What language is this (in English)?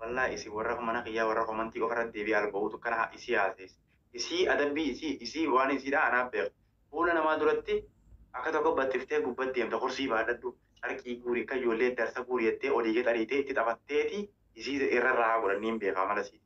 Oromo